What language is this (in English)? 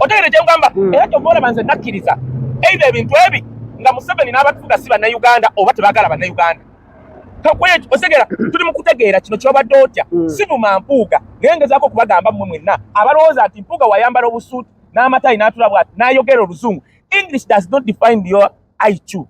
Ganda